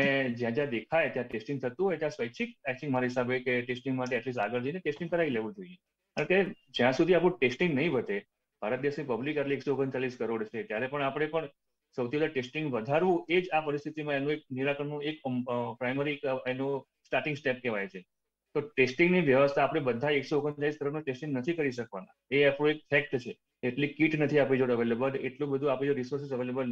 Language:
Gujarati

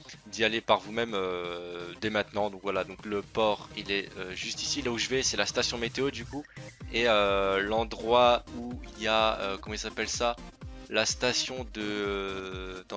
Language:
French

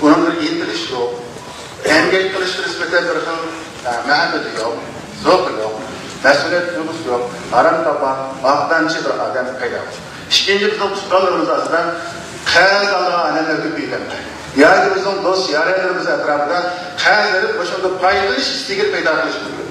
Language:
Uyghur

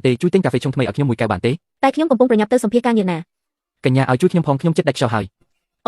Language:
Khmer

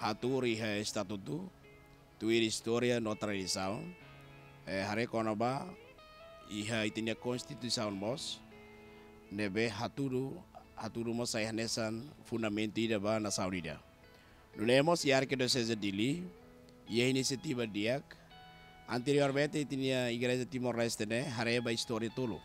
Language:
Tetum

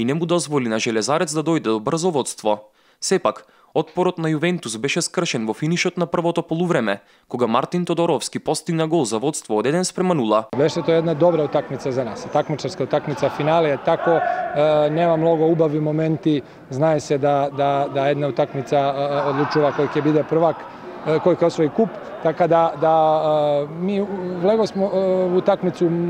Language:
Macedonian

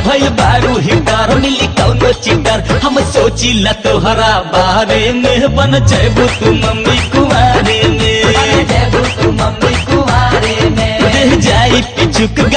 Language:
Bhojpuri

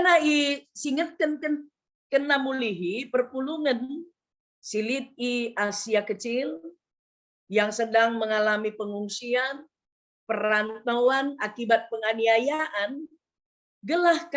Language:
Batak Karo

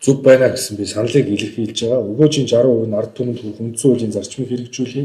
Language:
Mongolian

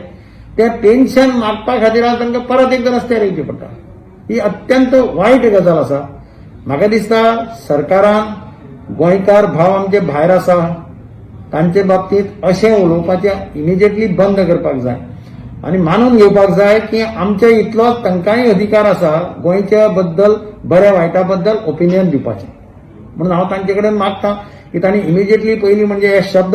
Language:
Konkani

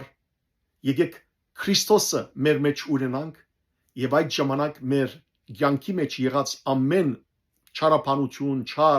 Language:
Western Armenian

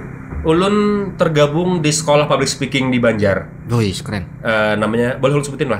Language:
Banjar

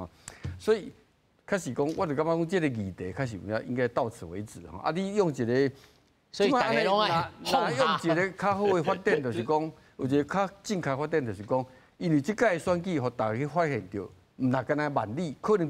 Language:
Min Nan Chinese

